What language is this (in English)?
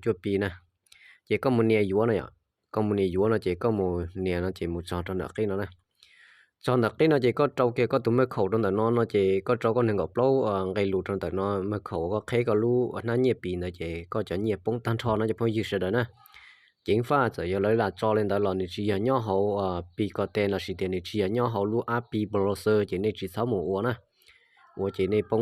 Hmong